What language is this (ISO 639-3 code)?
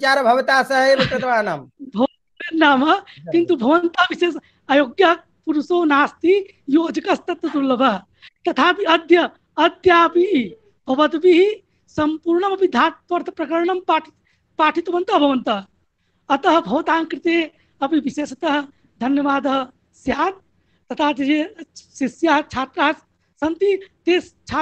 san